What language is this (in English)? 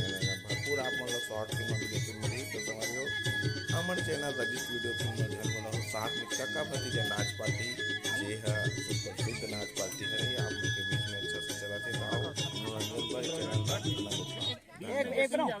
Chhattisgarhi